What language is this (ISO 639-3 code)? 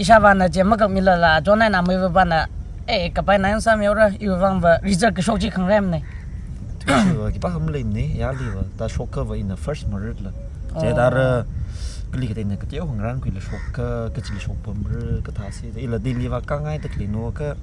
nmf